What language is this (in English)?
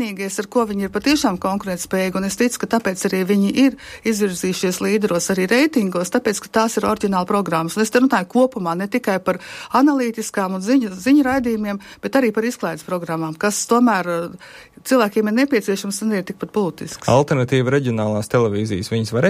Latvian